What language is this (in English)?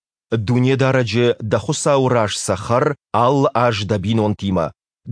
Ossetic